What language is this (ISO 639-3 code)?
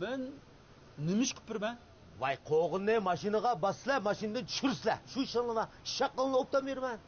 uig